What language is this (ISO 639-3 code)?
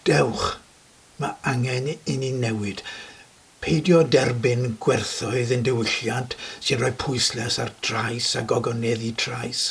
cym